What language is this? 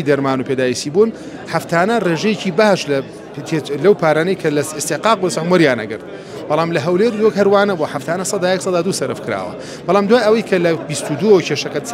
Central Kurdish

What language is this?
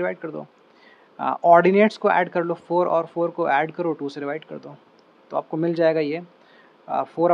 Hindi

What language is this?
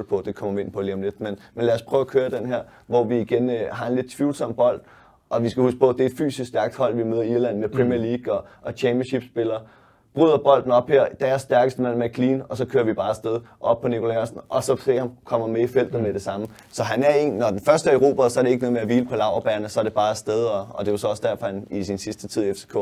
Danish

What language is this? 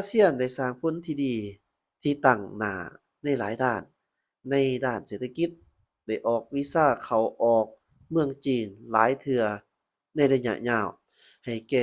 Lao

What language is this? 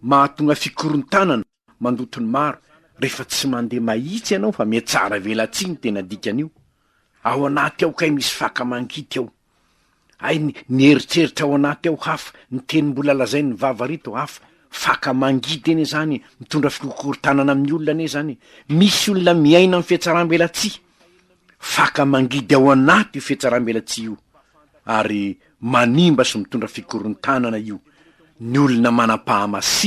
Malagasy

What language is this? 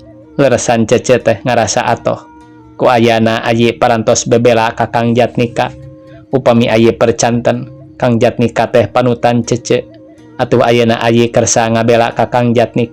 Sundanese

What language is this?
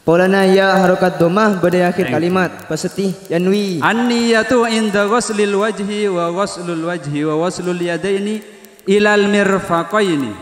Madurese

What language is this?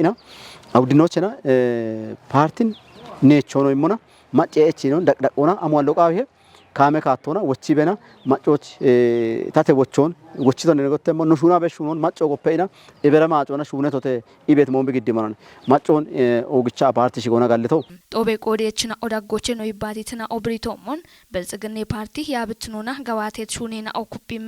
Kafa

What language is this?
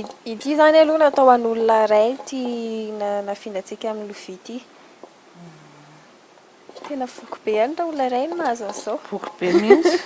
Malagasy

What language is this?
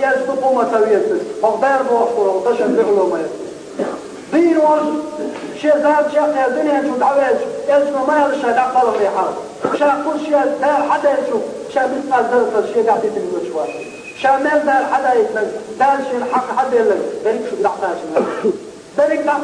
Chechen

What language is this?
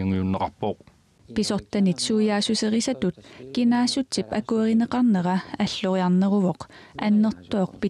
Kalaallisut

